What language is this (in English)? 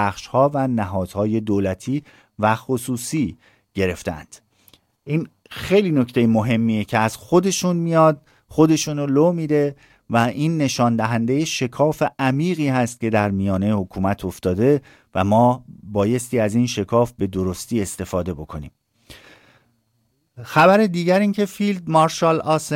Persian